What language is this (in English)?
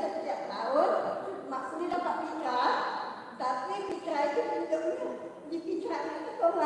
Musi